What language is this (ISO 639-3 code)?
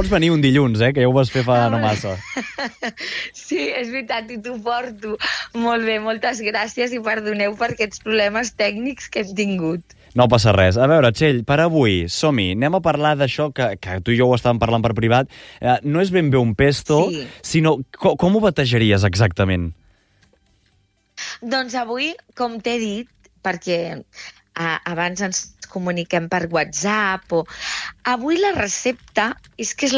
cat